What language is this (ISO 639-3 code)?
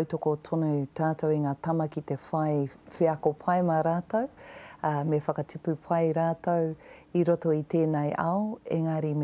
mri